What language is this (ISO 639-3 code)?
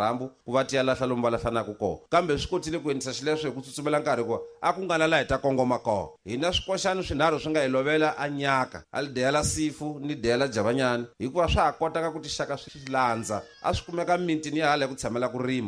tso